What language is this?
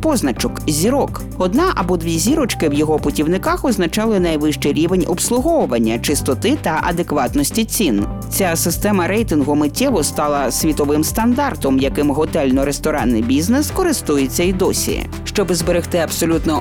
Ukrainian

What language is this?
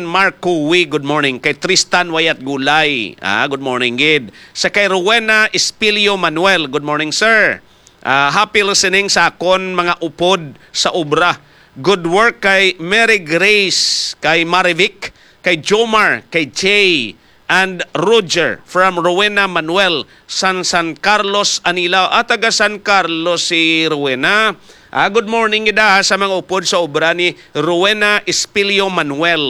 Hiligaynon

